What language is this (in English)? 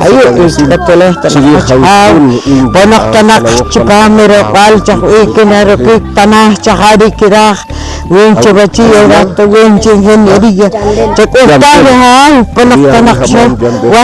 Poqomchi'